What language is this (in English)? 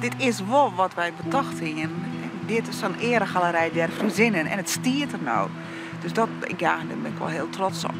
Western Frisian